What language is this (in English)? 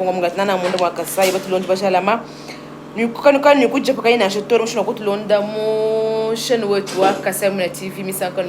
Luba-Lulua